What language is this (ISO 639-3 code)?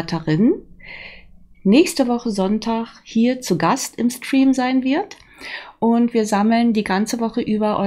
deu